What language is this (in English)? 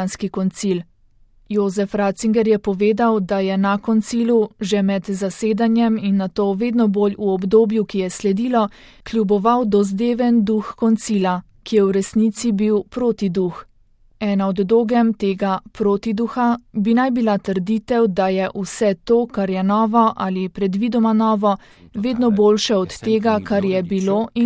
Slovenian